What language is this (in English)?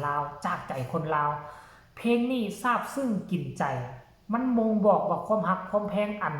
Lao